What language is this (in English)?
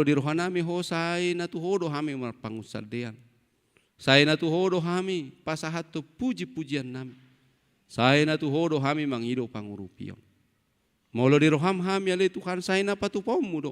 Batak Toba